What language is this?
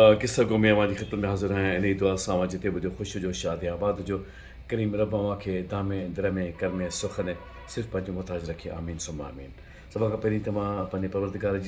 Sindhi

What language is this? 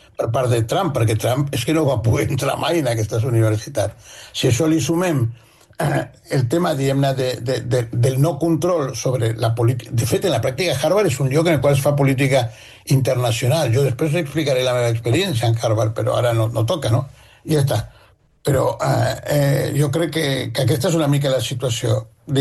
Catalan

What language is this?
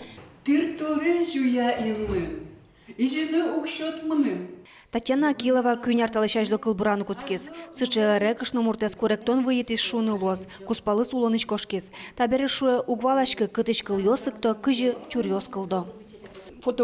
Udmurt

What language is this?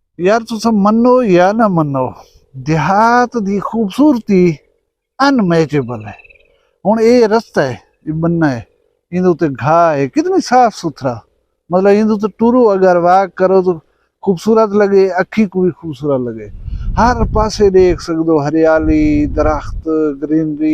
Saraiki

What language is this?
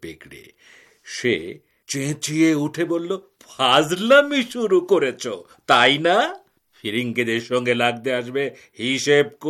Bangla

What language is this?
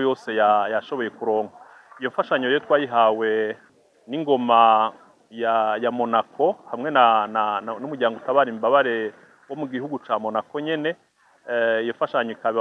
Rundi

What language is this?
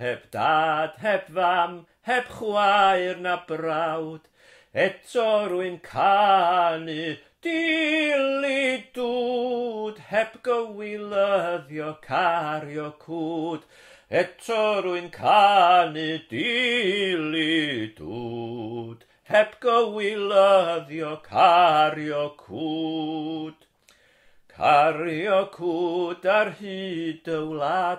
Welsh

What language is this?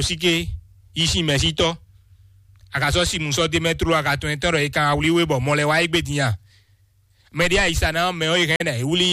Fon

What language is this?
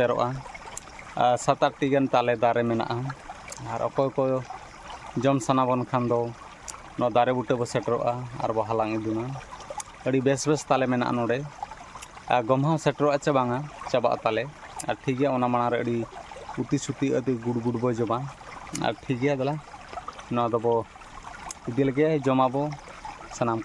Santali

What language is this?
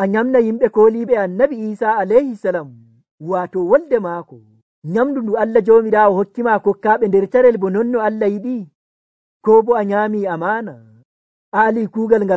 Nigerian Fulfulde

